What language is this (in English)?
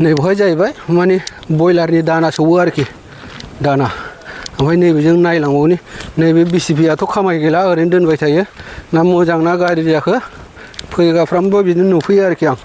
Bodo